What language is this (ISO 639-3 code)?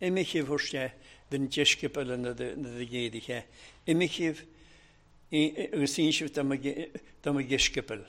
cym